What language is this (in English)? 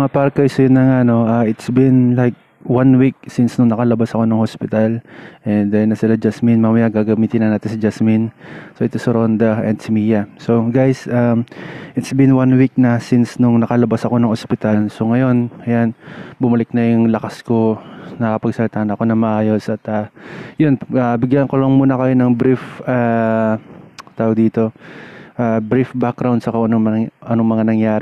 Filipino